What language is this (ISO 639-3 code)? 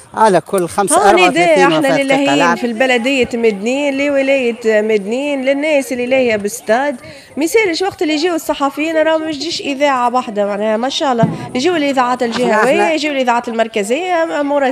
aeb